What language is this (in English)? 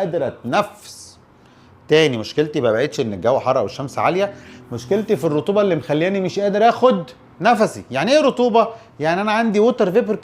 Egyptian Arabic